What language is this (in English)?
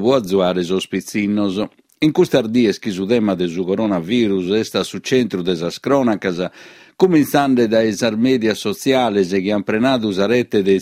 Sardinian